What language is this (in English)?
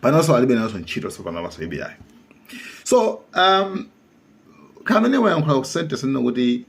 Nyanja